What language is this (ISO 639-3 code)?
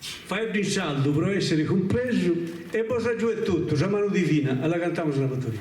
srd